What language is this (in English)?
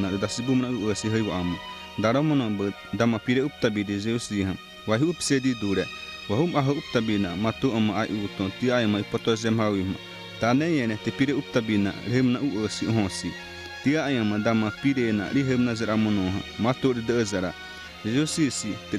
Xavánte